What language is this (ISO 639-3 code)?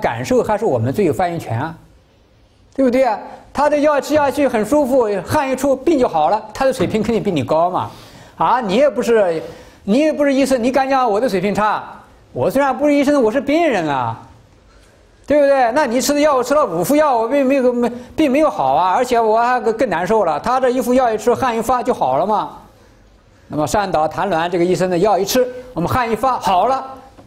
zho